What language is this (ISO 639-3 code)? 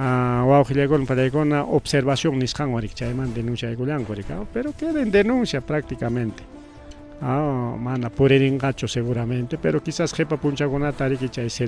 quy